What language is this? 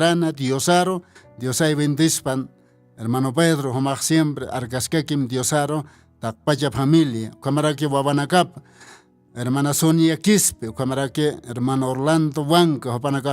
Aymara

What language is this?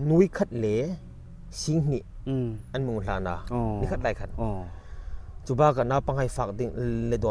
Hmar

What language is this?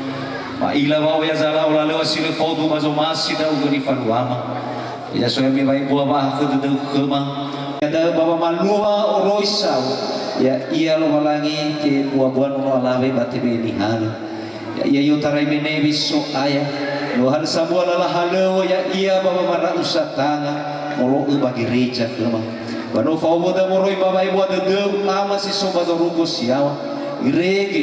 Nias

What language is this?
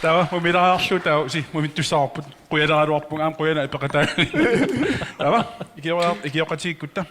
Kalaallisut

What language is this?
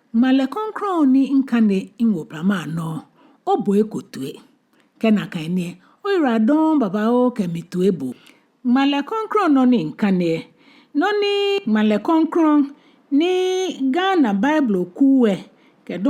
Ga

